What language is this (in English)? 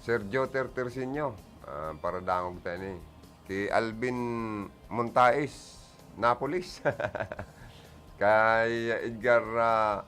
Bikol